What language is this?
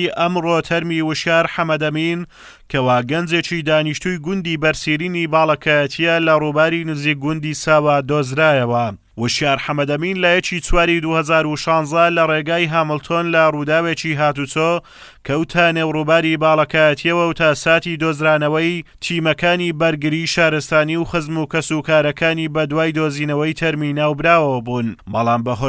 Central Kurdish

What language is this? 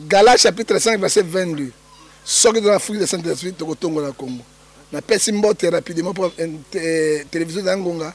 Lingala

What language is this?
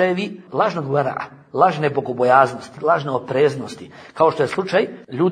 Bosnian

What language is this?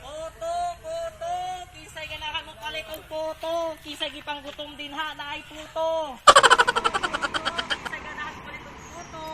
Cebuano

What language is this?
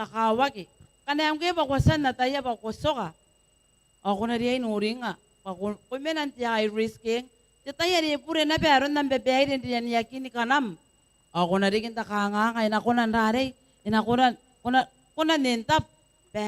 Gilbertese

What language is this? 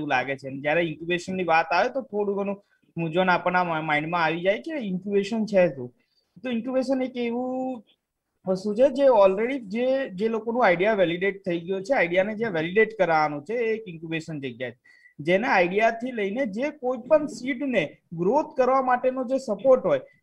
Gujarati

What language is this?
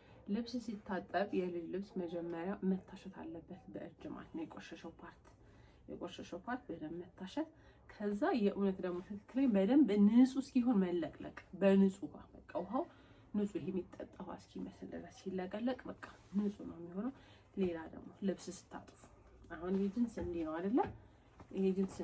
Amharic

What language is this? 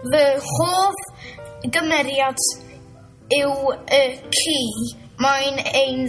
Welsh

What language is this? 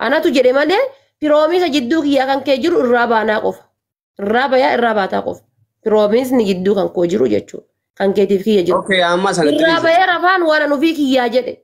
Oromo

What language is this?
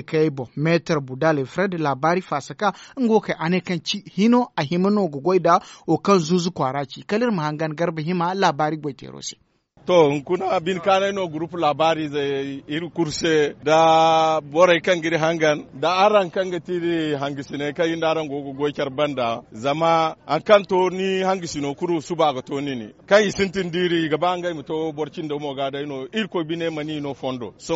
Zarma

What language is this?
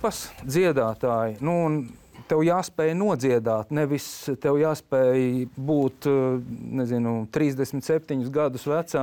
Latvian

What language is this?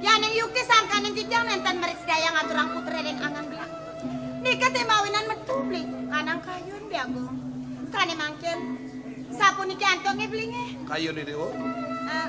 Balinese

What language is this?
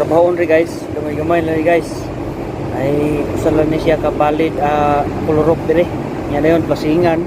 Cebuano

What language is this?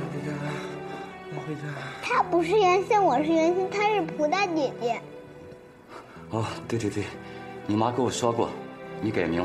Chinese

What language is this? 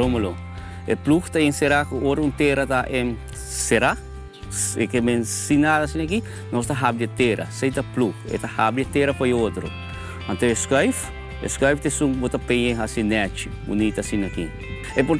Papiamento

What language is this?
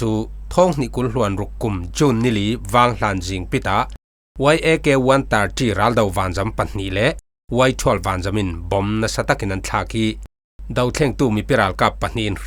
Falam Chin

